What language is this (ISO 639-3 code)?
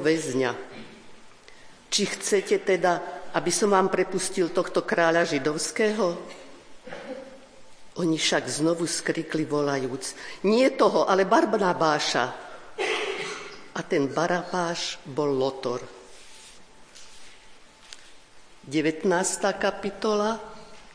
slk